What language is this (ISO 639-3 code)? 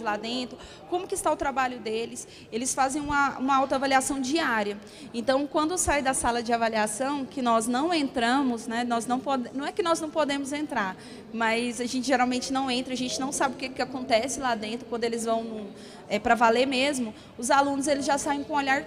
por